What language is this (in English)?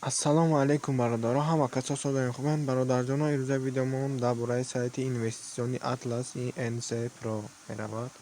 Tajik